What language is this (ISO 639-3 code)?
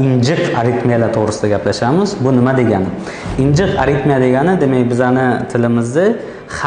uzb